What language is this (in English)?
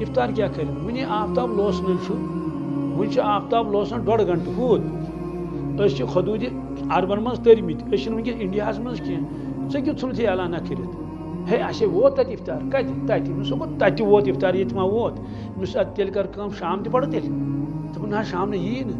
Kashmiri